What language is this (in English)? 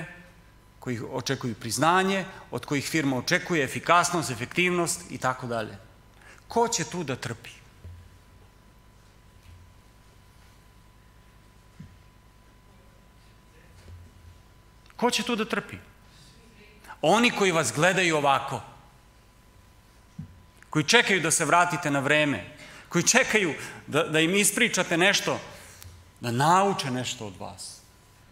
Serbian